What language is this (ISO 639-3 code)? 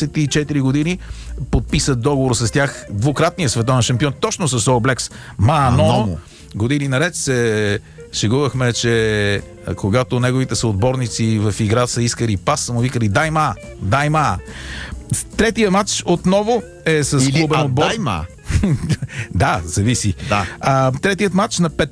bul